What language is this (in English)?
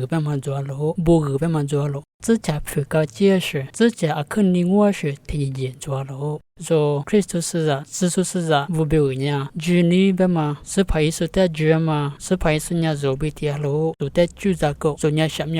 Lisu